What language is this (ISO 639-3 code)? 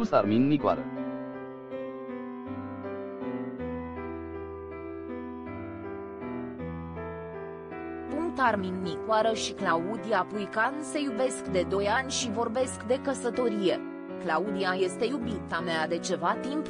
ron